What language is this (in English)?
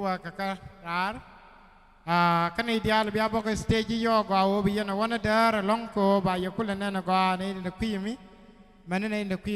Nuer